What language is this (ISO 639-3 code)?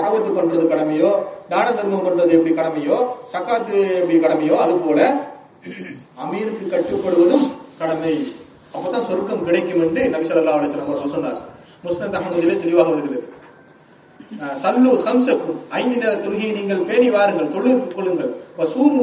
tam